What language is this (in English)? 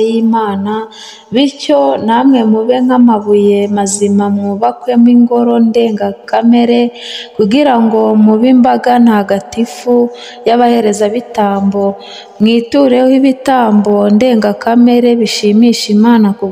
Kinyarwanda